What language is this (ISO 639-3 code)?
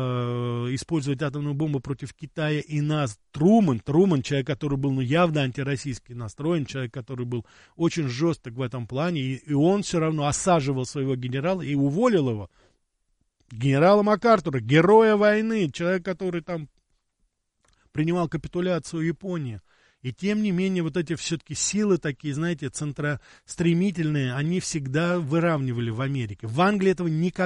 rus